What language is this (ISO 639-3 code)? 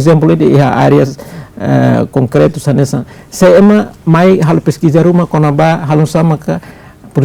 tet